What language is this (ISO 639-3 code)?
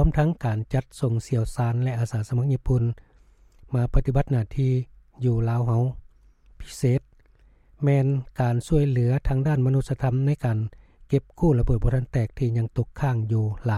lao